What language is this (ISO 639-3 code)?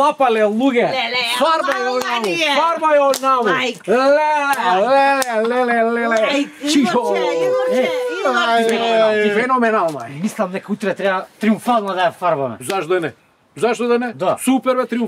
mkd